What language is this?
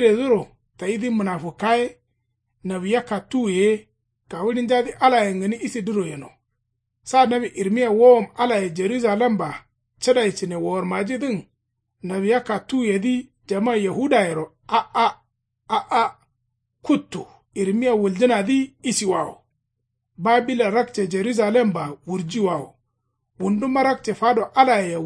Kanuri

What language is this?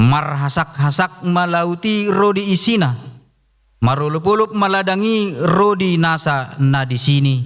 Batak Toba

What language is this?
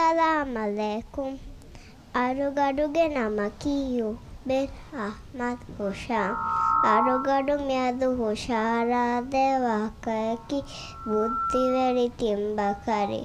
Divehi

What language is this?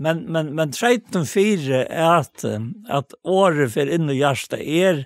Faroese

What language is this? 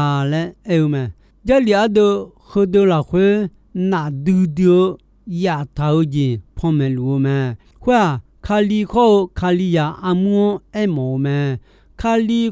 Akha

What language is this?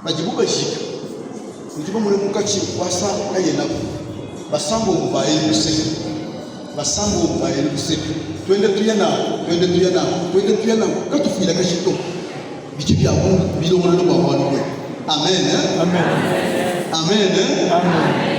Luba-Lulua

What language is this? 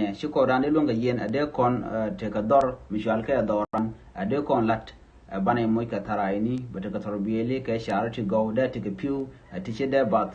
Nuer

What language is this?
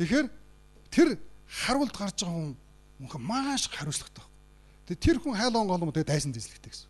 Mongolian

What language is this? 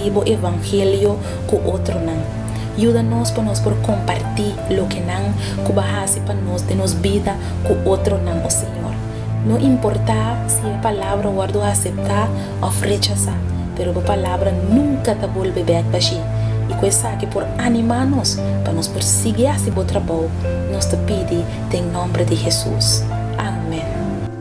Papiamento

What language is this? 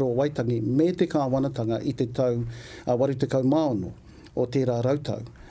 Māori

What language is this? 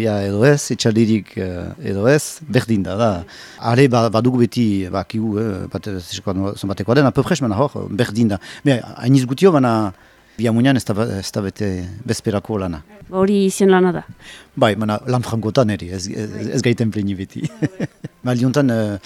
Basque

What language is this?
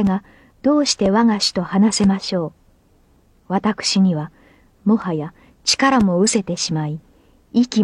Japanese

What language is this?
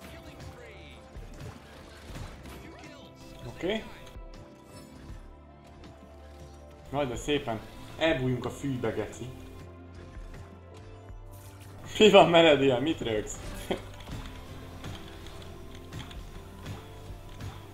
Hungarian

